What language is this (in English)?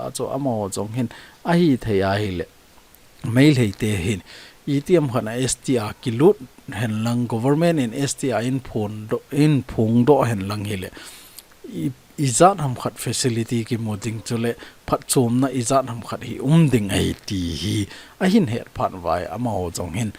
Thado Chin